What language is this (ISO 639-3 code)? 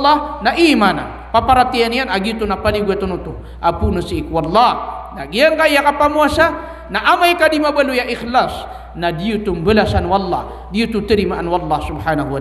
mrw